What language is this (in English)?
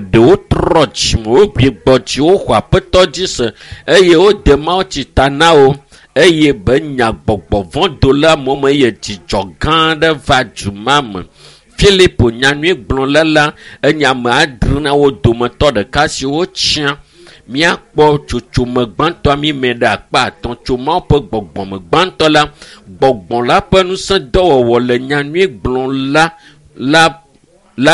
Ewe